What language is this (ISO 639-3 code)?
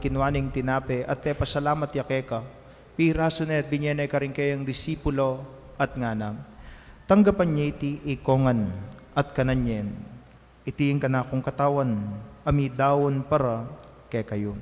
pam